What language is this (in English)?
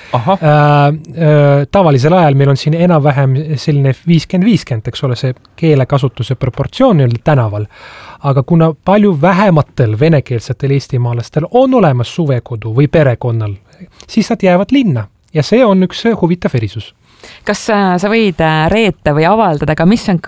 Estonian